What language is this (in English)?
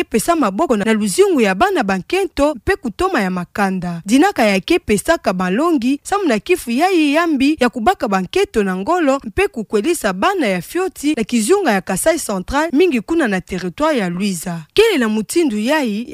Kituba (Democratic Republic of Congo)